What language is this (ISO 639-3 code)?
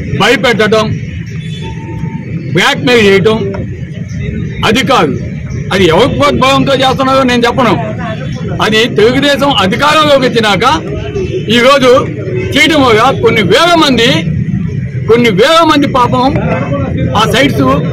tel